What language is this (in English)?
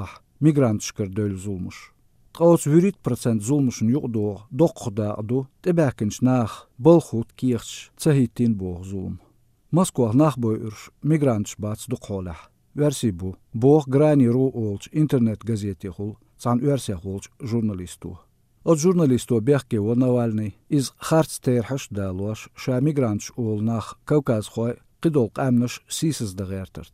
Chechen